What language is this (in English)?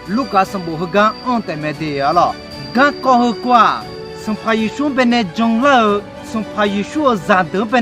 Akha